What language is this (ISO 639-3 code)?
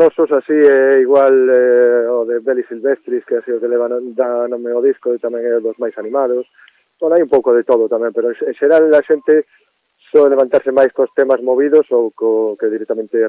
glg